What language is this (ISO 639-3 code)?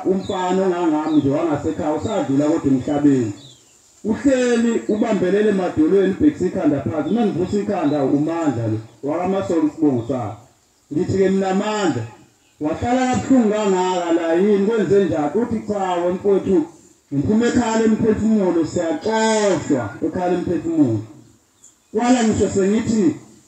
zul